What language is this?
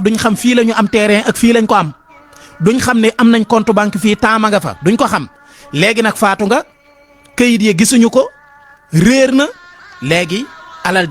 Wolof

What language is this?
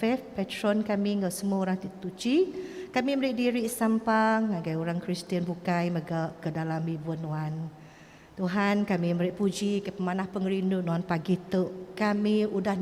Iban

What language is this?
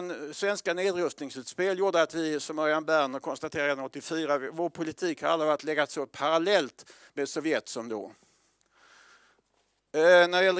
Swedish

